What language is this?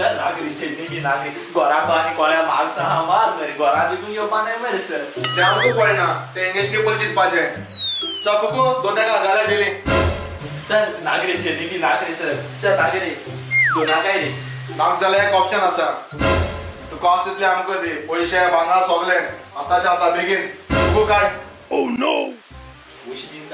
Konkani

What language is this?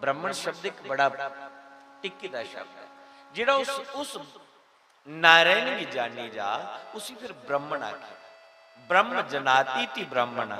Dogri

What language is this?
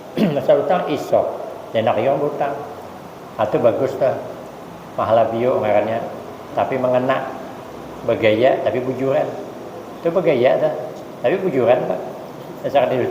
Banjar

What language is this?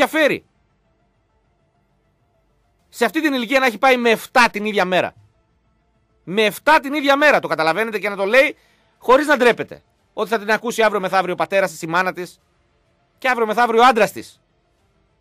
Greek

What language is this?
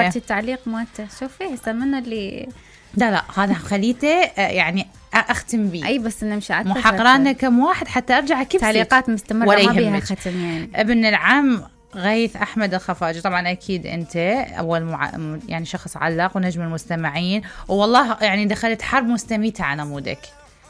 Mesopotamian Arabic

